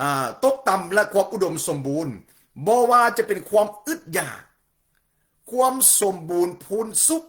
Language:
Lao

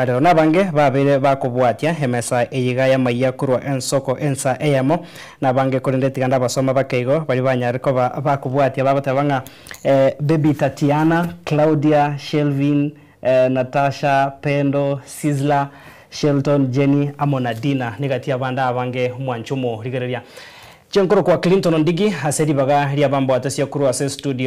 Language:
Gusii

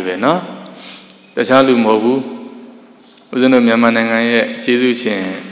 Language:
Burmese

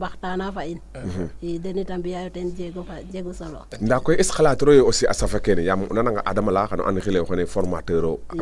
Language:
Serer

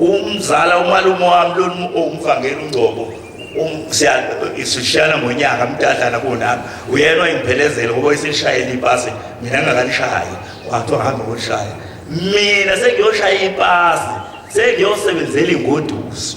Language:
Zulu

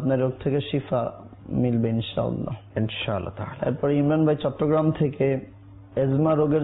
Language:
Bangla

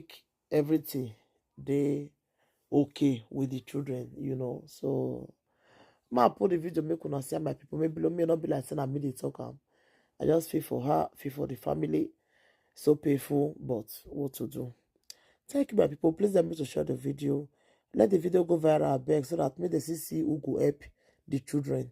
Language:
Nigerian Pidgin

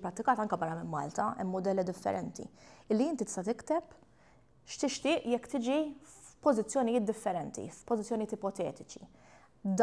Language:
Maltese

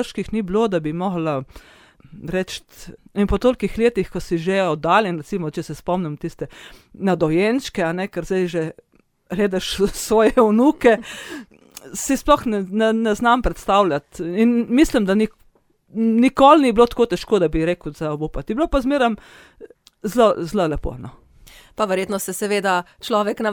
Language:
Slovenian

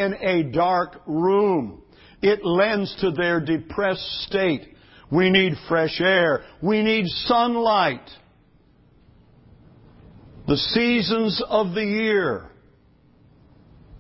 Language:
English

